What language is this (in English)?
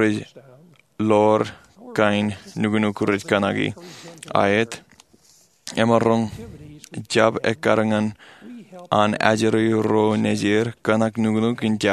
Marshallese